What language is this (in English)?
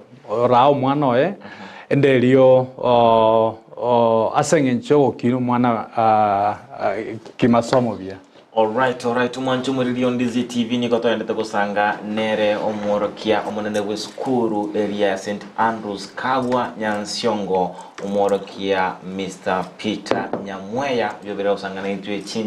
Gusii